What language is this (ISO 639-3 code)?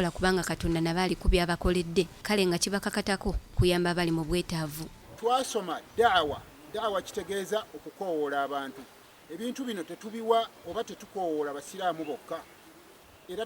lug